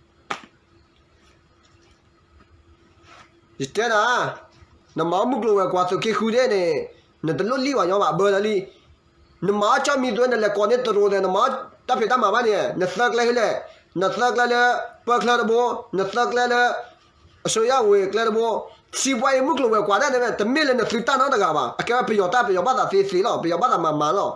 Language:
S'gaw Karen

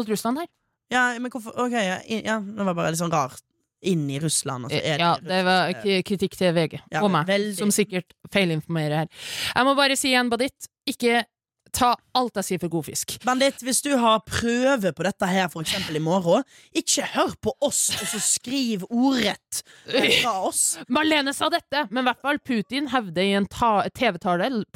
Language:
Norwegian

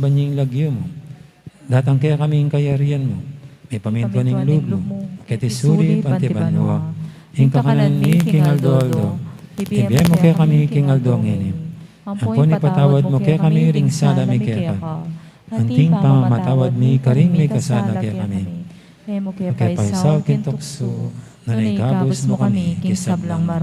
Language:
Pampanga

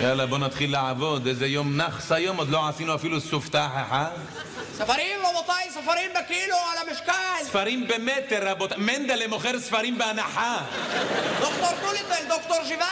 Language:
Hebrew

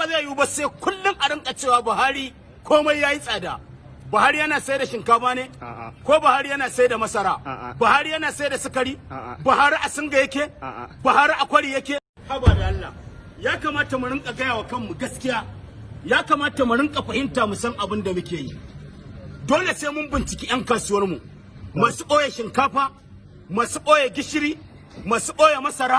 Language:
Hausa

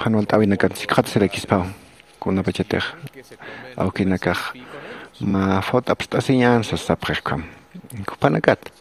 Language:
Aymara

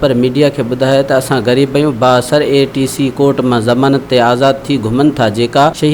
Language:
Sindhi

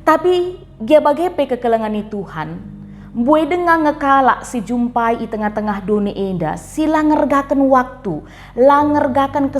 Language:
Batak Karo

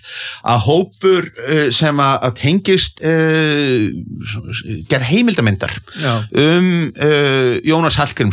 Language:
Icelandic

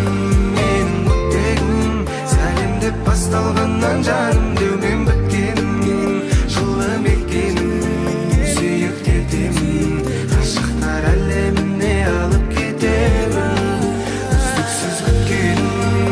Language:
Kara-Kalpak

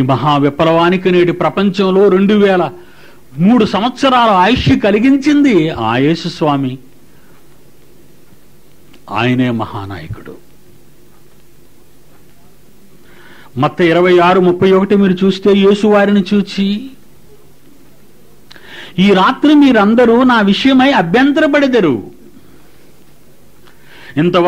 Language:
Telugu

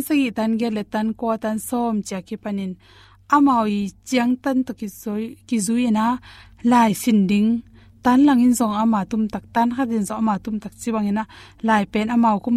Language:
Tedim Chin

